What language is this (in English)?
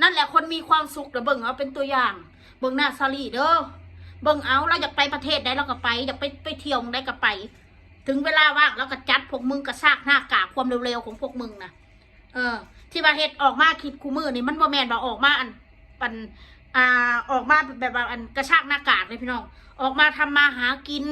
Northeastern Thai